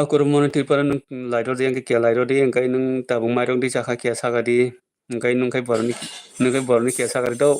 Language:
Kok Borok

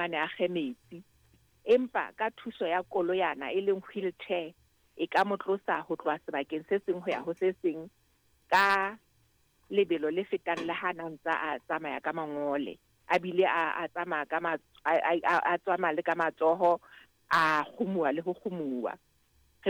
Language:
Southern Sotho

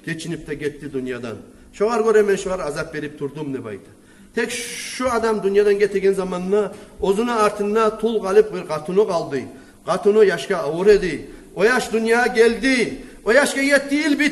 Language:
Kumyk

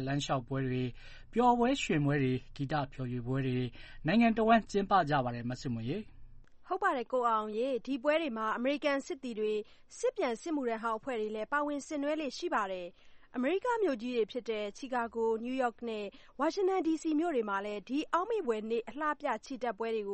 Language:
Burmese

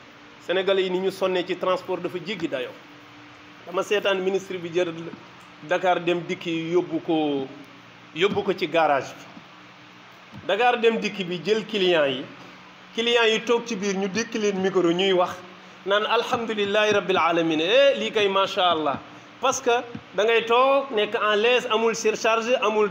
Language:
Wolof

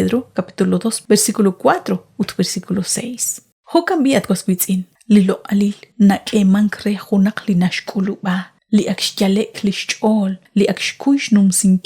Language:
Kekchí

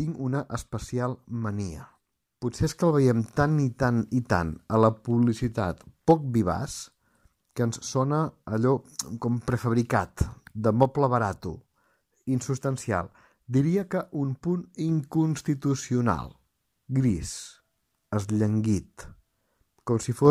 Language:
Catalan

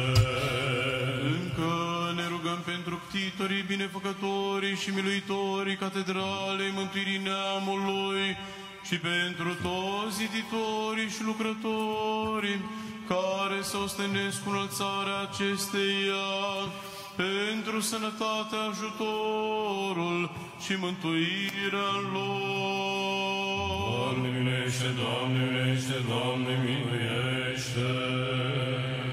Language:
Romanian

